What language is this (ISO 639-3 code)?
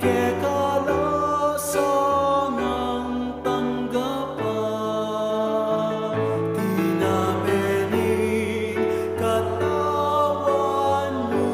pam